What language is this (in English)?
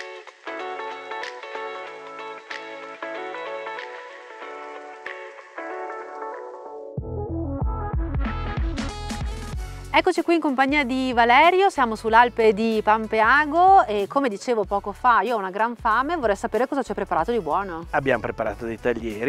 Italian